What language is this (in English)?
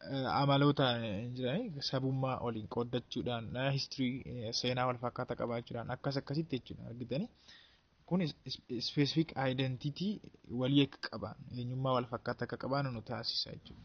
Oromo